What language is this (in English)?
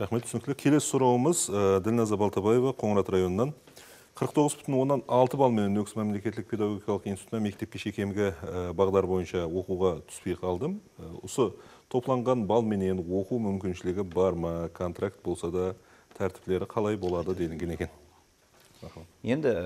Kara-Kalpak